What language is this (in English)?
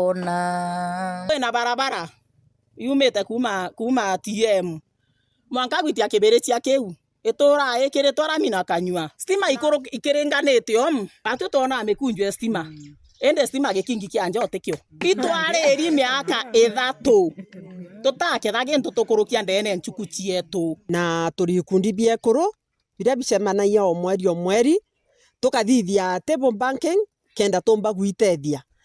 Meru